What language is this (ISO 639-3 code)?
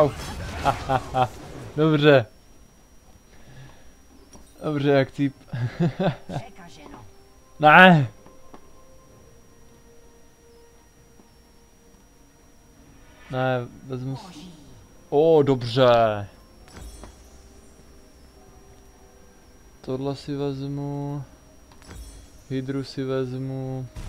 ces